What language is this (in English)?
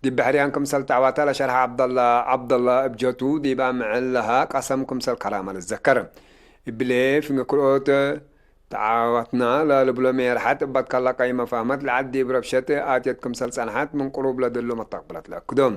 Tigre